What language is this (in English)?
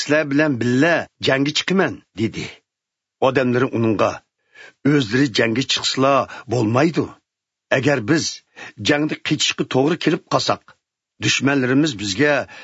Uyghur